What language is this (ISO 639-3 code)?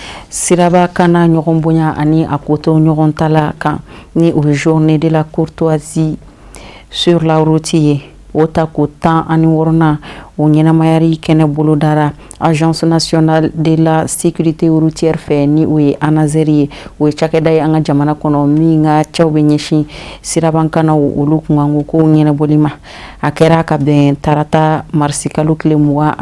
bam